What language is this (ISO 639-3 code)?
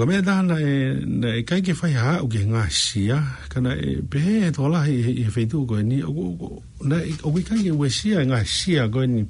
ton